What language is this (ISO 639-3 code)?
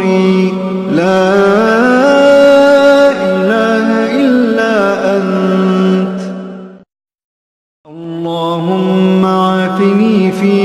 ara